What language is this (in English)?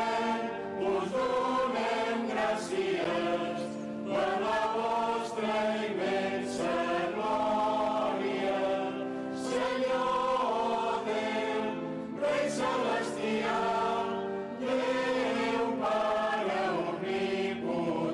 Catalan